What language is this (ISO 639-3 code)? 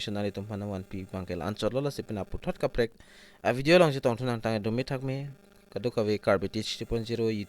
mjw